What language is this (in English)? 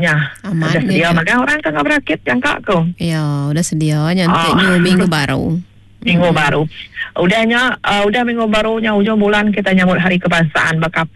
Iban